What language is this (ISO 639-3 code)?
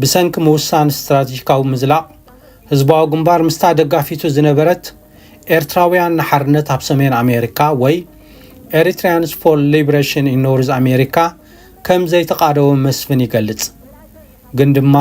tir